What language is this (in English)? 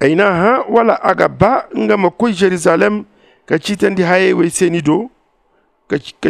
Zarma